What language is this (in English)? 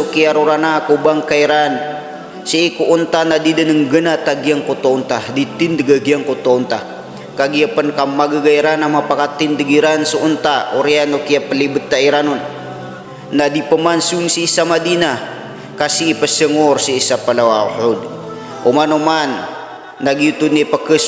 Maranao